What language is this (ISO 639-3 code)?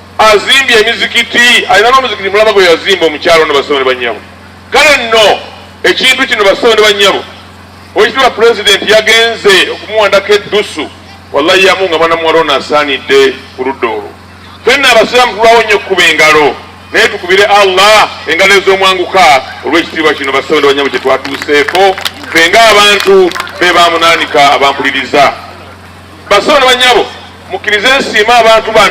lug